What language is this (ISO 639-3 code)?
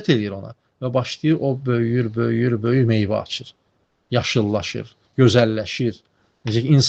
aze